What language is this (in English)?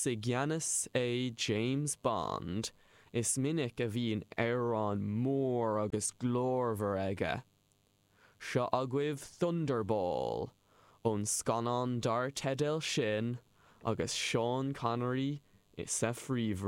Irish